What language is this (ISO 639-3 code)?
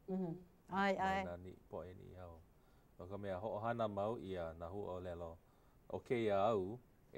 haw